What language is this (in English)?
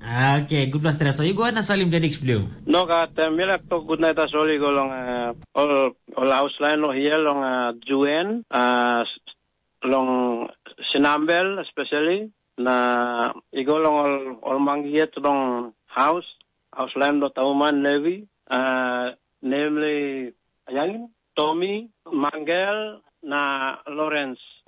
Tok Pisin